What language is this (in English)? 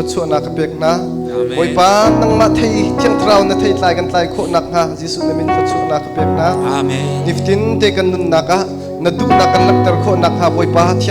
Hakha Chin